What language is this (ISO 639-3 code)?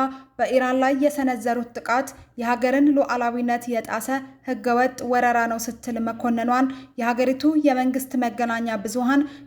amh